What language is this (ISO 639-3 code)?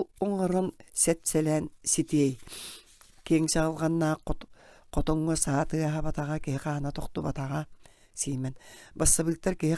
sah